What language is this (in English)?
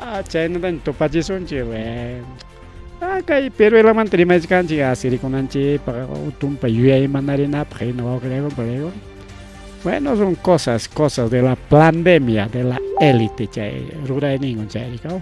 Ayacucho Quechua